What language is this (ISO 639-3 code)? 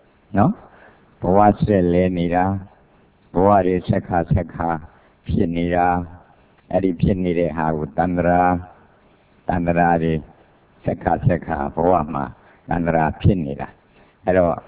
mya